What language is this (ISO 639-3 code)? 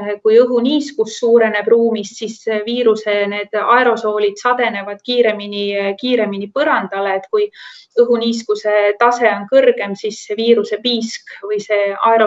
est